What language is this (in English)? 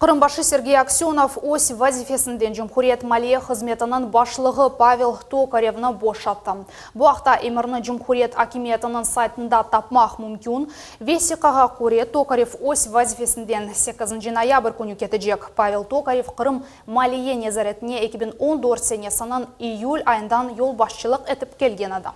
Crimean Tatar